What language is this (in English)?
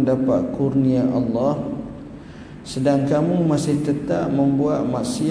Malay